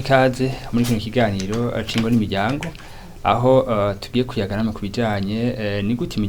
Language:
Rundi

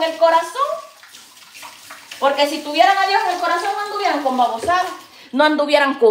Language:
Spanish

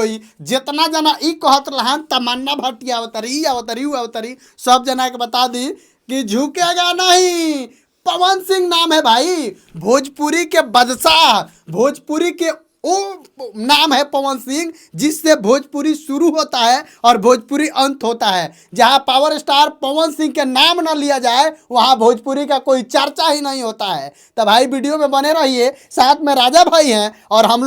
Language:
Bhojpuri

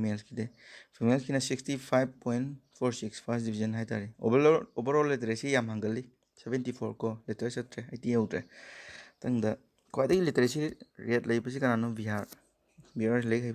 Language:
Manipuri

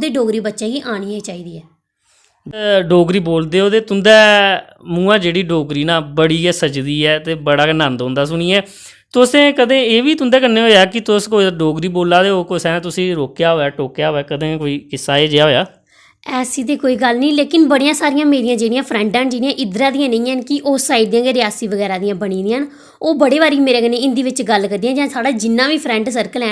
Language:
Dogri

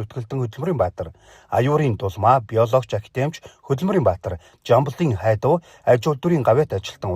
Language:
Mongolian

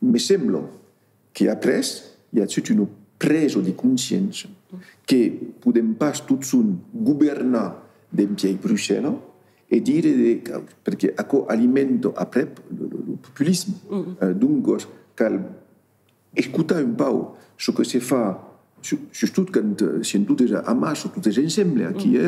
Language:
Occitan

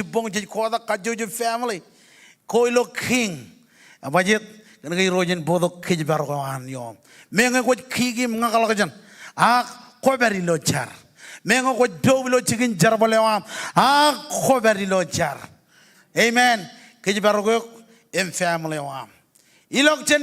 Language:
Marshallese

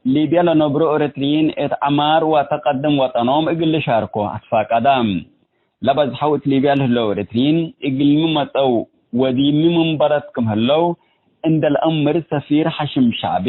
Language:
Tigre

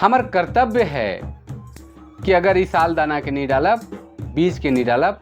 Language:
Sadri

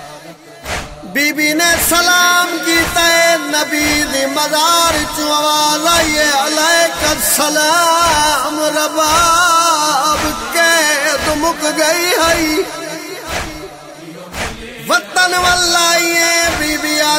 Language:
Saraiki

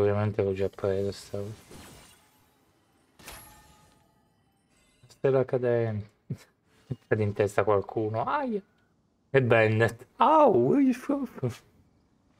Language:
Italian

